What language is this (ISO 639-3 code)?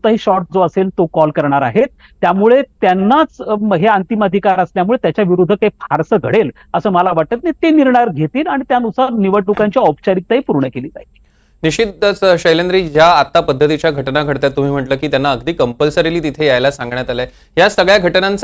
mar